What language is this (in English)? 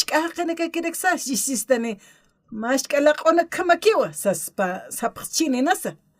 Aymara